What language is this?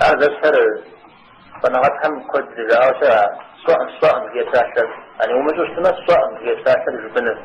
Kabardian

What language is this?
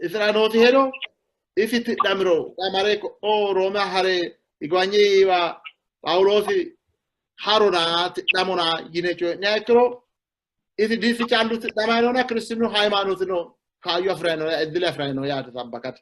Sidamo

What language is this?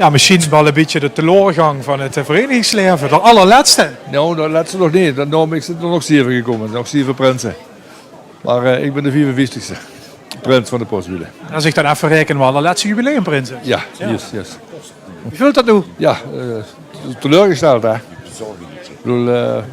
Limburgish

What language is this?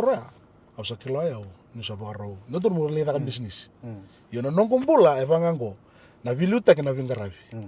Fijian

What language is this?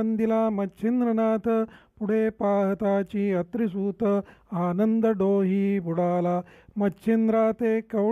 Marathi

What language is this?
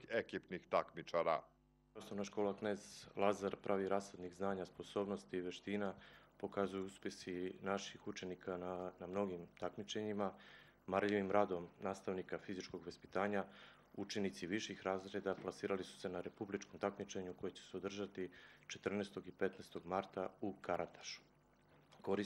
Serbian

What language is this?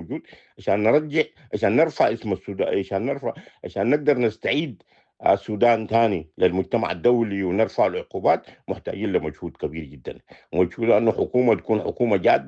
Sudanese Arabic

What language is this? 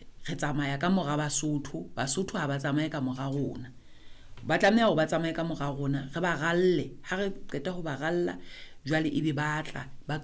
Southern Sotho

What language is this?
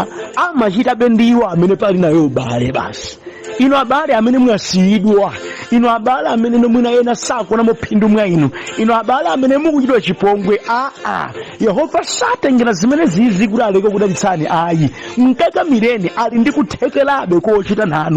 Nyanja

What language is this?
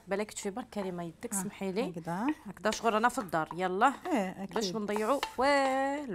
Algerian Arabic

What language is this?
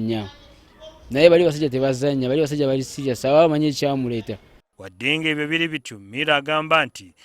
Ganda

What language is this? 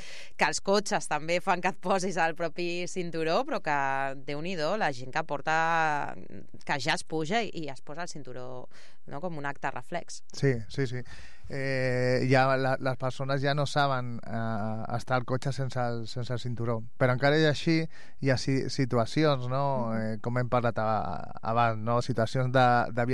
Catalan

